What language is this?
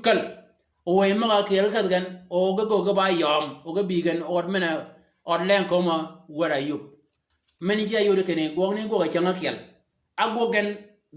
Shilluk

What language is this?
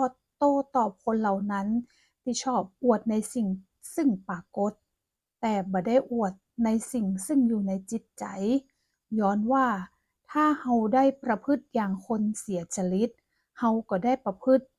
Northern Thai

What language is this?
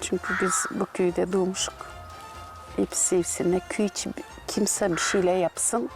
Gagauz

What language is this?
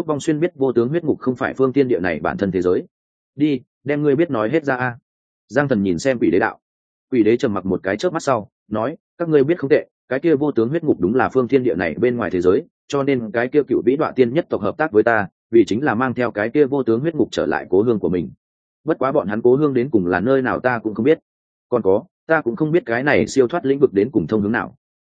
Vietnamese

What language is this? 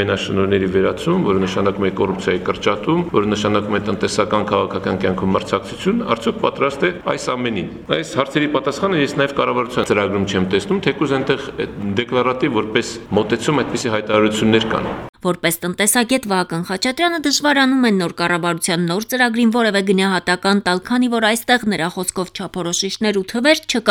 Armenian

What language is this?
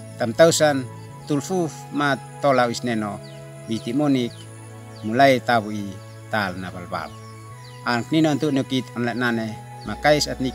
Uab Meto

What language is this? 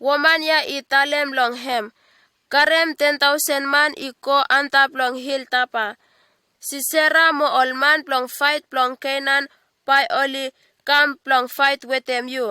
Bislama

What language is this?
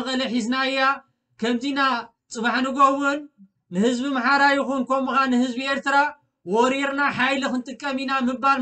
Tigrinya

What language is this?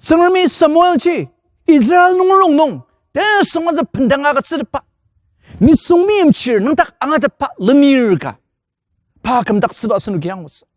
Ao Naga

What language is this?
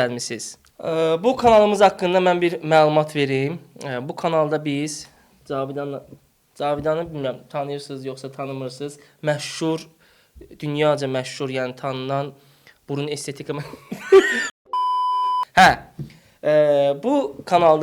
Azerbaijani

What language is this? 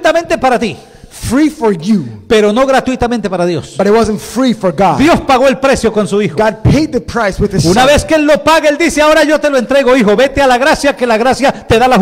Spanish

